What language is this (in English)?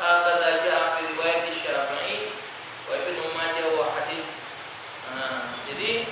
Musi